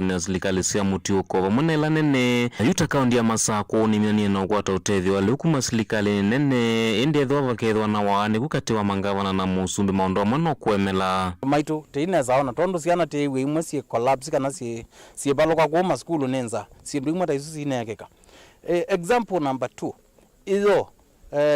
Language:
Kamba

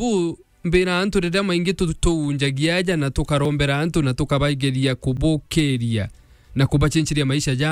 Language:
Meru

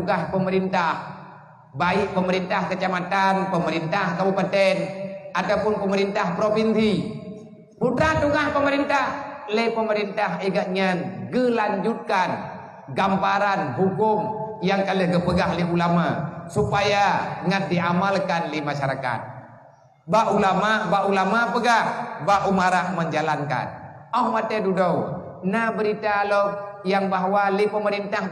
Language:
Achinese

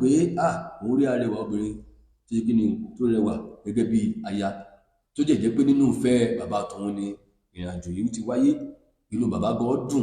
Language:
Yoruba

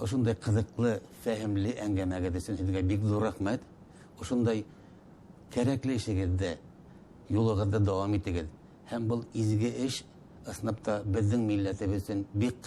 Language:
Bashkir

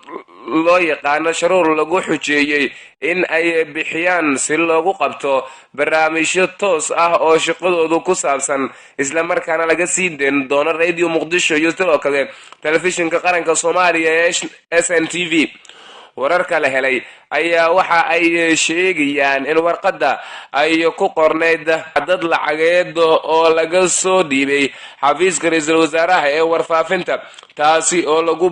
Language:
Somali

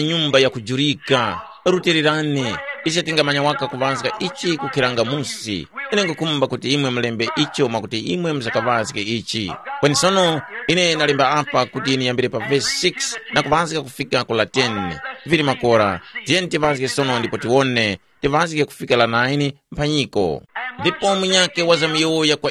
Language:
Tumbuka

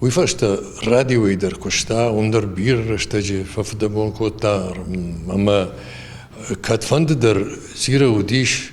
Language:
Ossetic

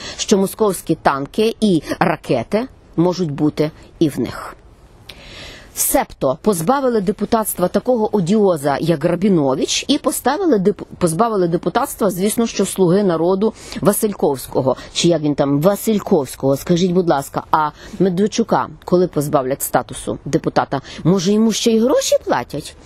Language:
Ukrainian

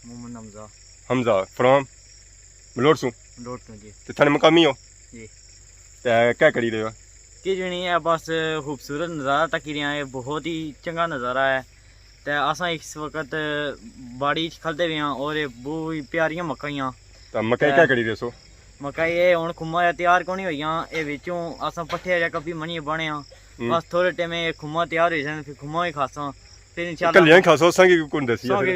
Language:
Pahari-Potwari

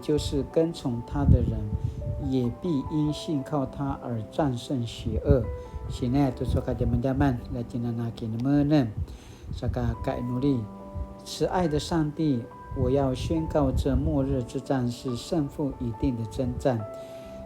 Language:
Paiwan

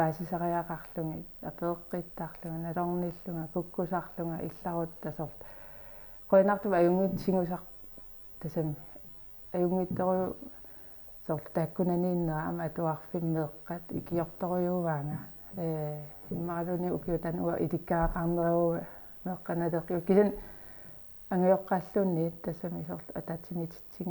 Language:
Kalaallisut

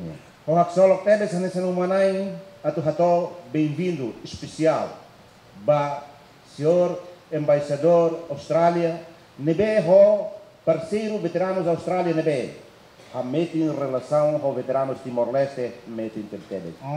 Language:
Tetum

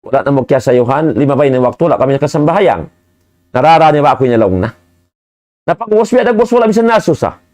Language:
Tausug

